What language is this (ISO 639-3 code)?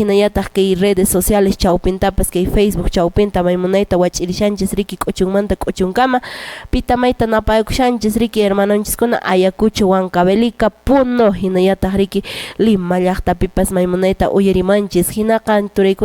que